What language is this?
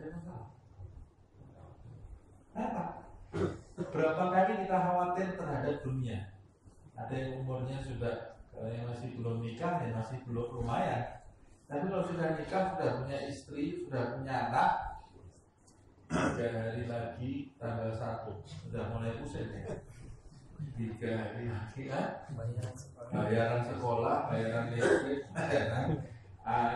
Indonesian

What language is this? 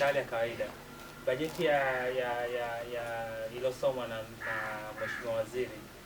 Swahili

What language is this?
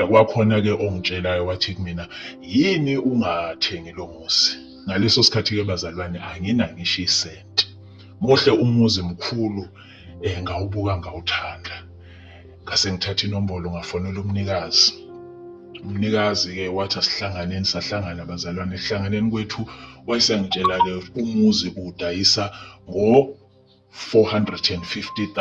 Zulu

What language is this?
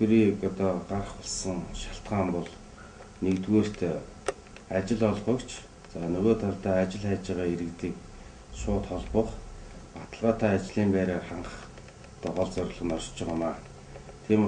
Mongolian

